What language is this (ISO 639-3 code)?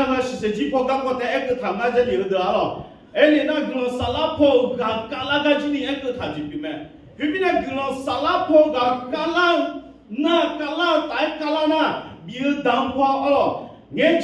ahk